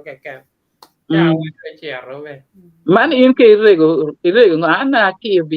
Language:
Acoli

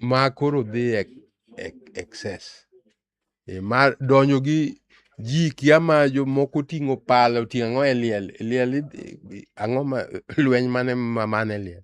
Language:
Luo (Kenya and Tanzania)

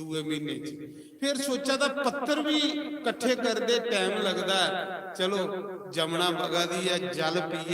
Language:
Dogri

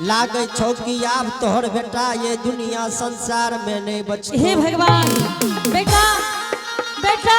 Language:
Angika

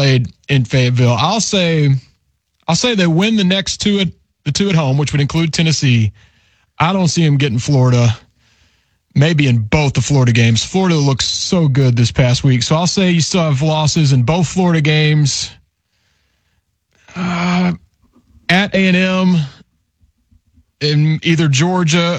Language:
English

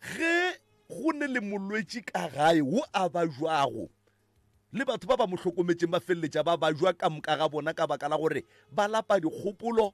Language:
Northern Sotho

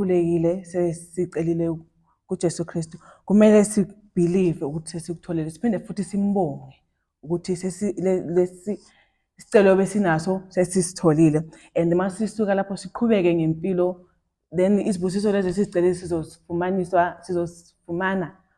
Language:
Zulu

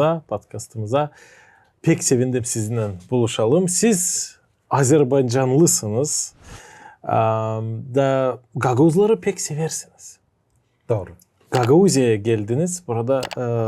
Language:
Gagauz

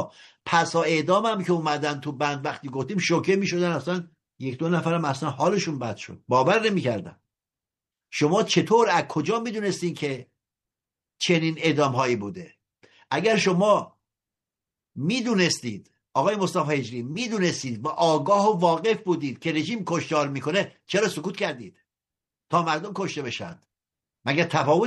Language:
Persian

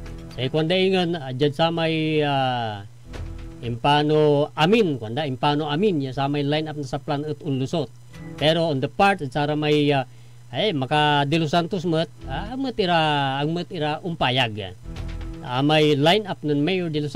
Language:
Pangasinan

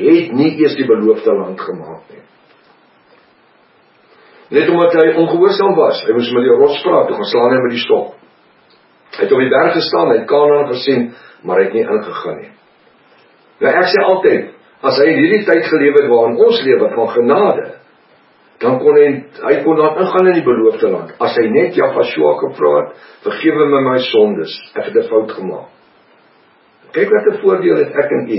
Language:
Afrikaans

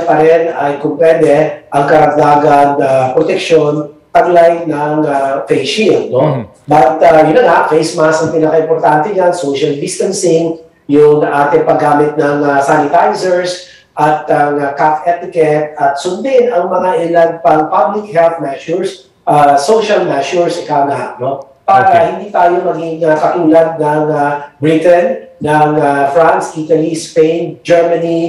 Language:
Filipino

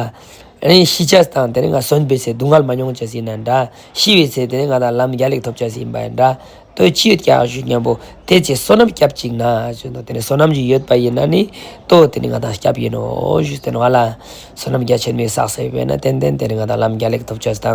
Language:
Ladakhi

